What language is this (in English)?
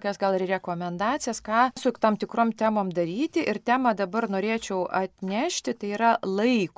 Lithuanian